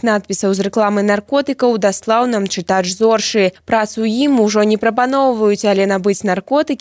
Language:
Belarusian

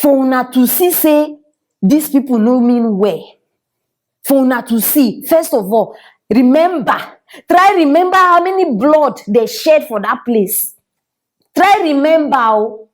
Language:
Nigerian Pidgin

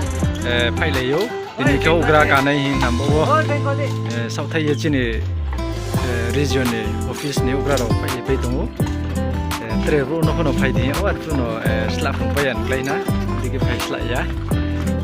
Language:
Riang (India)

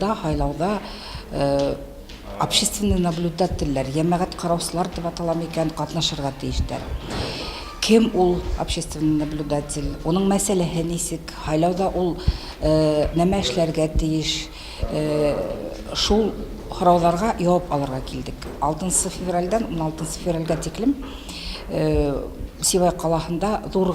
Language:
Bashkir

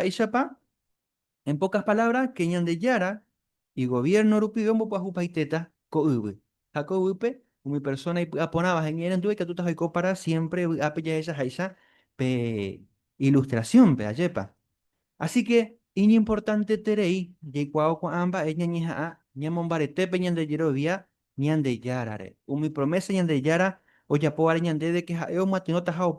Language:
Guarani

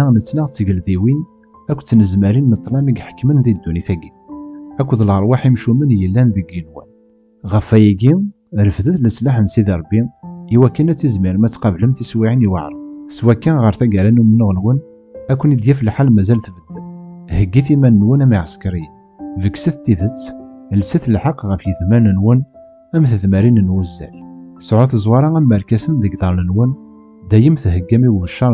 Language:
Kabyle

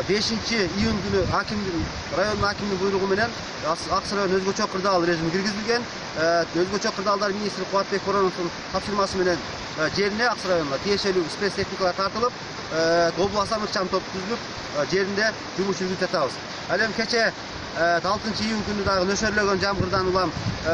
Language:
Kyrgyz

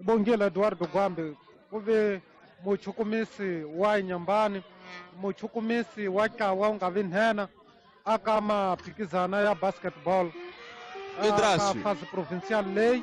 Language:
Tsonga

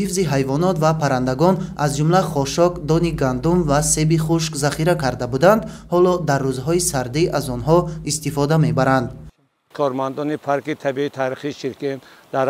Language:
Tajik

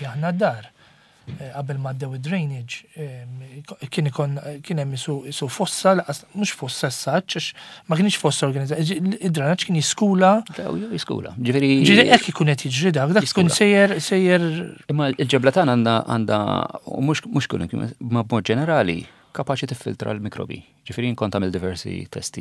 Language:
Maltese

